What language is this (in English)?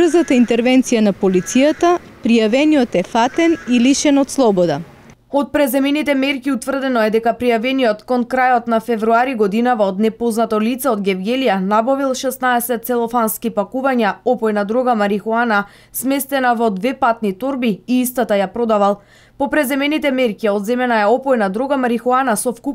Macedonian